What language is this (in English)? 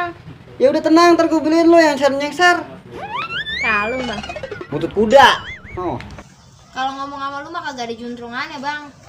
Betawi